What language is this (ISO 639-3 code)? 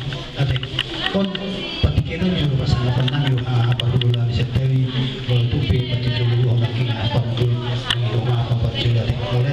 bbc